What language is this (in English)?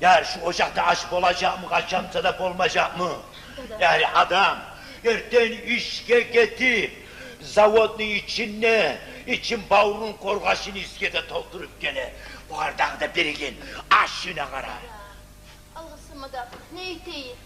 Kumyk